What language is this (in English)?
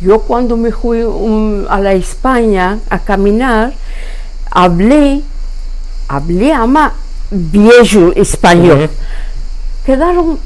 Ladino